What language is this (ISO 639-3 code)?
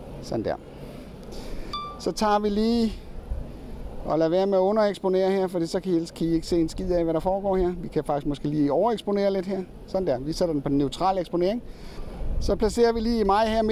dan